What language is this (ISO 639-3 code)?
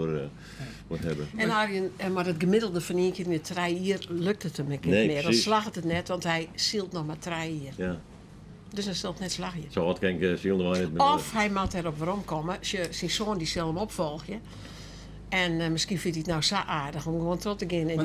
fry